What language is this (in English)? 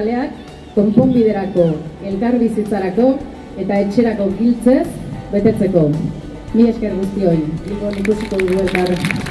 Basque